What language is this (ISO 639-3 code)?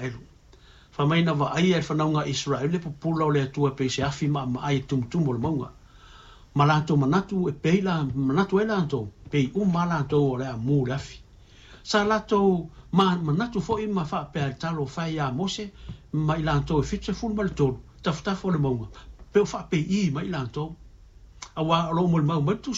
smo